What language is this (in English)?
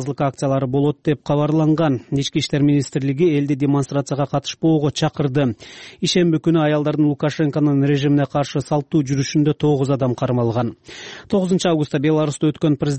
Kyrgyz